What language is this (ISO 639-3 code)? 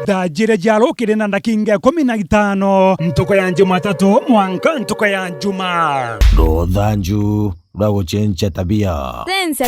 mer